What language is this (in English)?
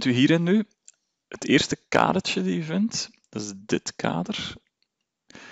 Dutch